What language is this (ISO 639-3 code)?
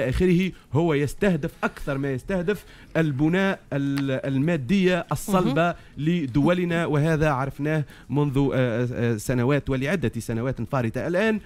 aeb